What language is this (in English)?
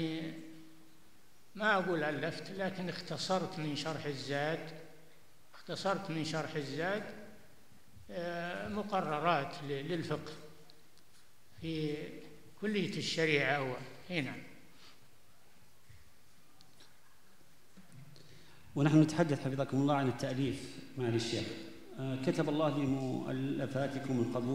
Arabic